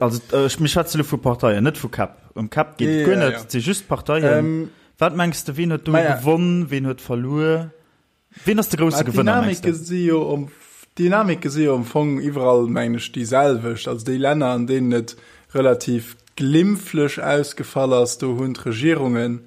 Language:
Luxembourgish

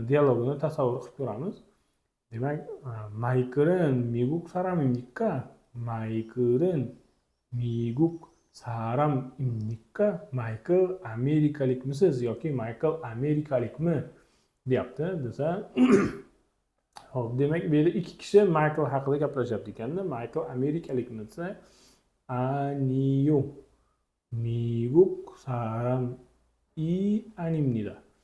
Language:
Uzbek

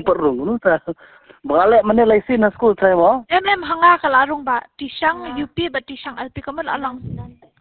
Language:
Khasi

